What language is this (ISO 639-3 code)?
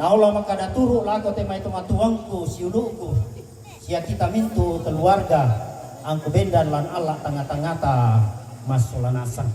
sda